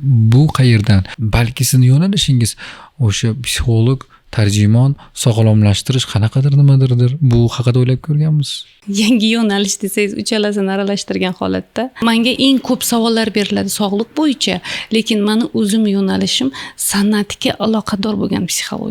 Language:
Uzbek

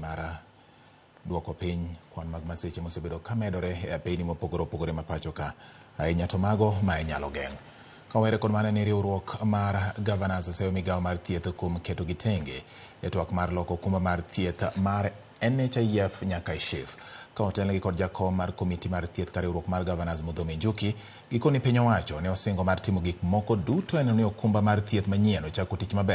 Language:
Luo (Kenya and Tanzania)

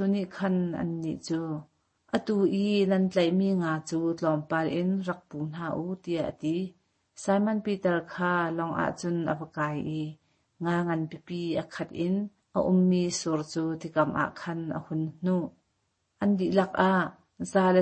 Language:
Hakha Chin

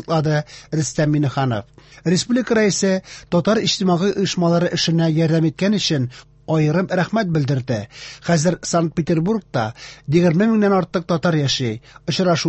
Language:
Tatar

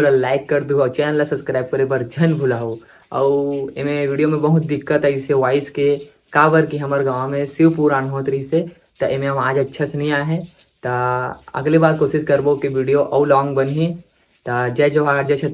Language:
Chhattisgarhi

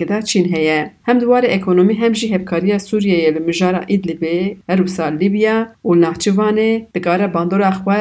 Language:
Kurdish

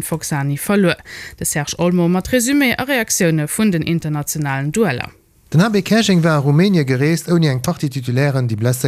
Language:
Luxembourgish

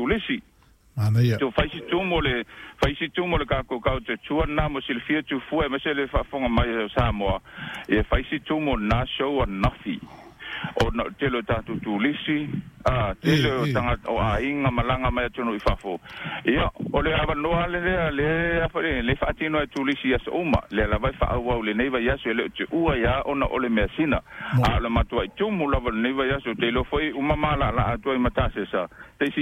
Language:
Samoan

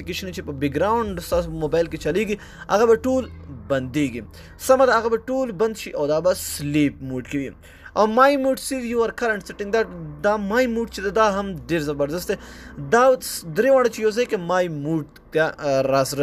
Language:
Pashto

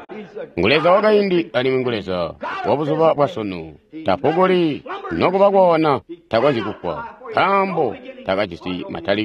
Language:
Tonga (Zambia)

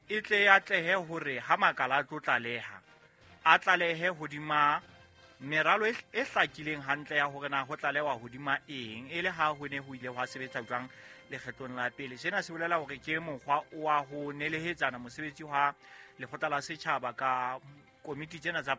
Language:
Southern Sotho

